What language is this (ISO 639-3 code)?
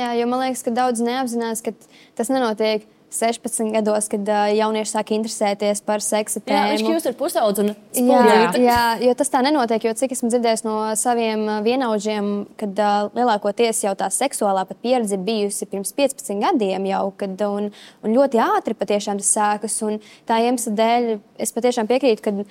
lav